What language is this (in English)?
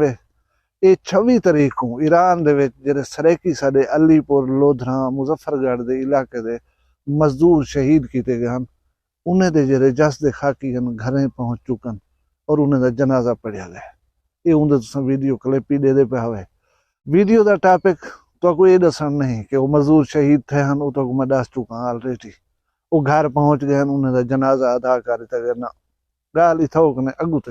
Saraiki